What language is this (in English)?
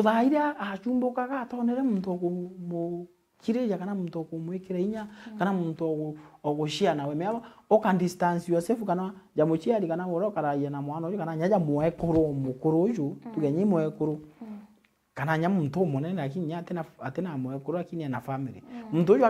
Meru